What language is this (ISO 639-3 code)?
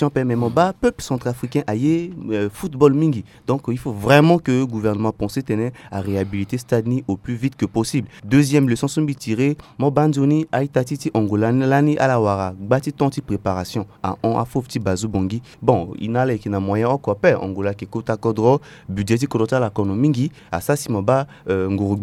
sag